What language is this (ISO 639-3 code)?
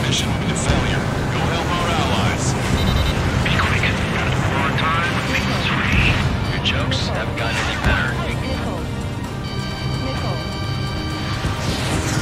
eng